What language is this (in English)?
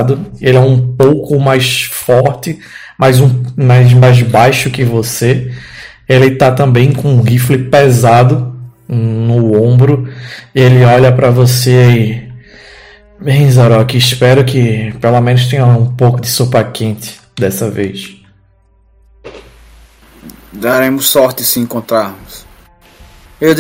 Portuguese